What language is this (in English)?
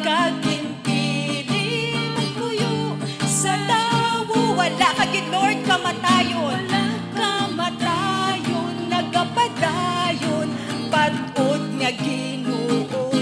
Hiligaynon